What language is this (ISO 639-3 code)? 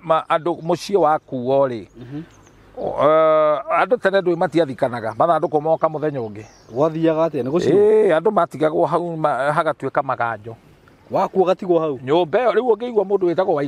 kik